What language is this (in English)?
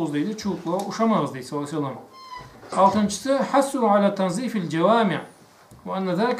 Karachay-Balkar